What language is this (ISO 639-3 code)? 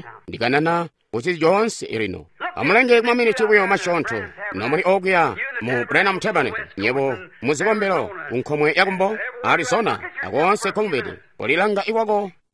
toi